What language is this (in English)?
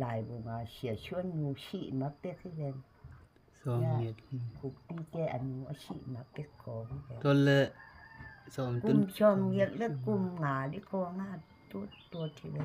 Tedim Chin